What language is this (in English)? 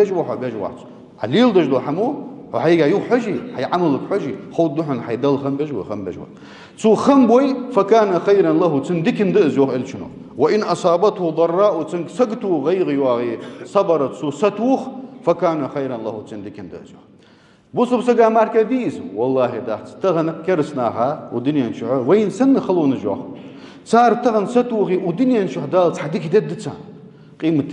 Ingush